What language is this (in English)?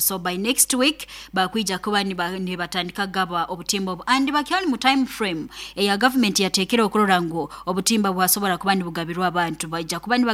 Nyoro